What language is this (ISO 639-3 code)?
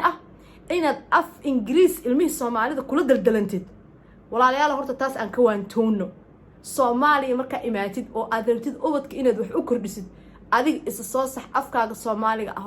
som